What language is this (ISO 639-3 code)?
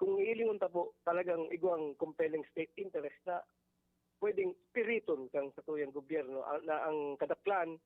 bik